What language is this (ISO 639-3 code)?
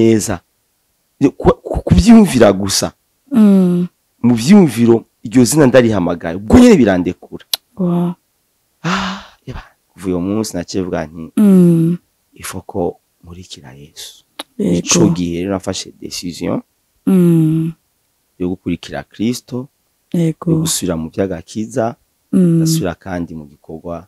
run